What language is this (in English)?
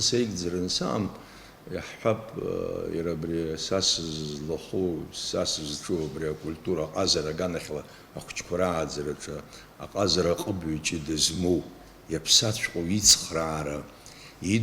Abkhazian